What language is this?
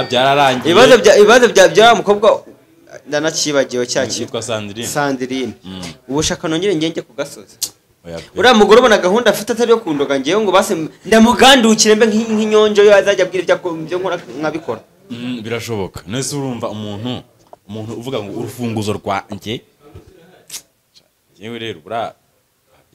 Kinyarwanda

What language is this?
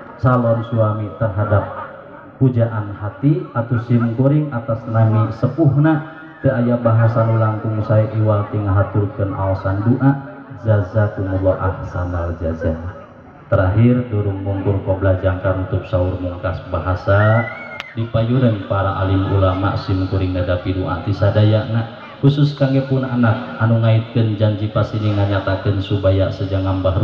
Sundanese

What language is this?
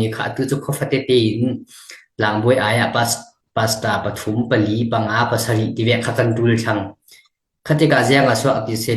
Falam Chin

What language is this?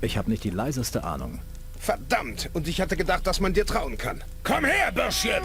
Bavarian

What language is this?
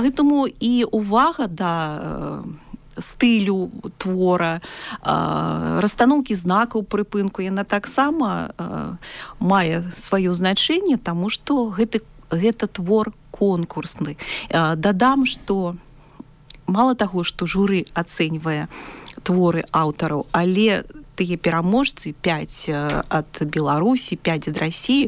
Belarusian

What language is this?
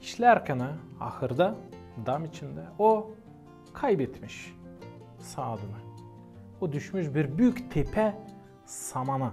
Gagauz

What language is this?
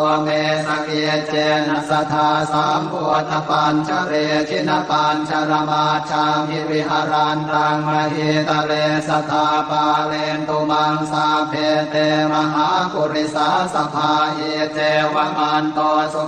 Pali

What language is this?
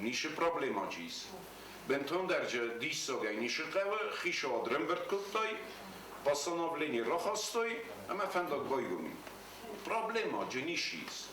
Ossetic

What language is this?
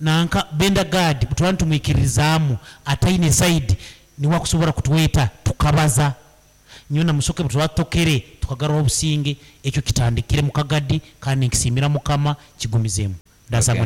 Nyankole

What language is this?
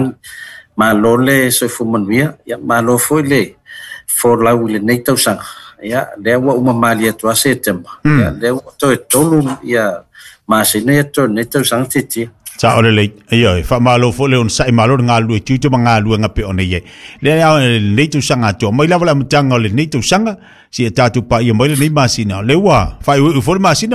Samoan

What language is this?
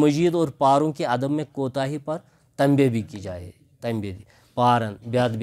Kashmiri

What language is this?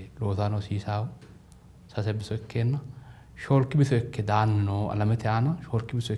Sidamo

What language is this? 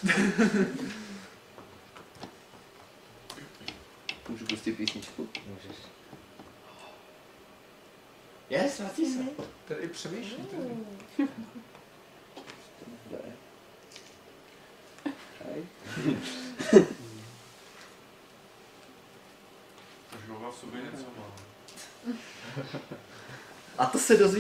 Czech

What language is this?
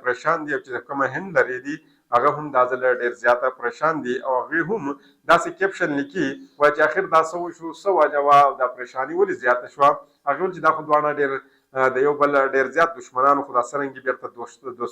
Pashto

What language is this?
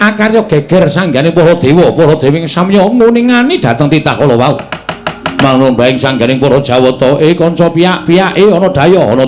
Javanese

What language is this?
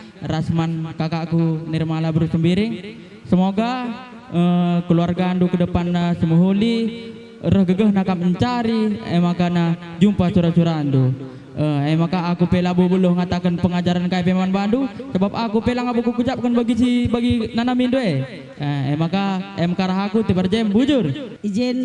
Batak Karo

